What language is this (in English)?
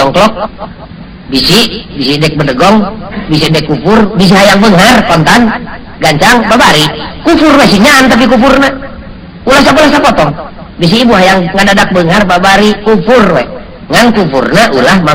Sundanese